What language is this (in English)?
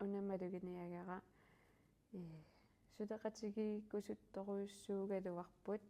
Kalaallisut